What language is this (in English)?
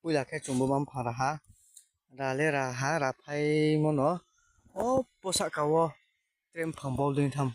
Riang (India)